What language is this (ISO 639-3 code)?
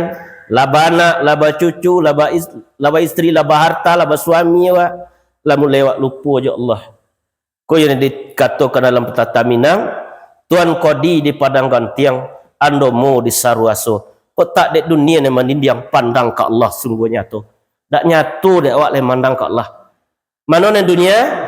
min